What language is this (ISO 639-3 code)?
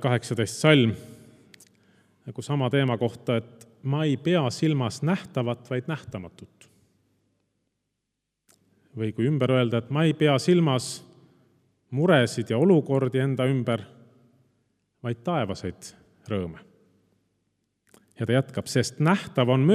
est